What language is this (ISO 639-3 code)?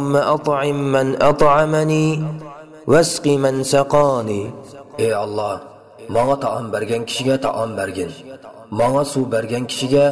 uig